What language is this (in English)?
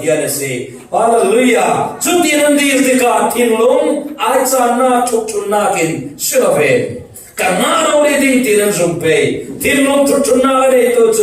Falam Chin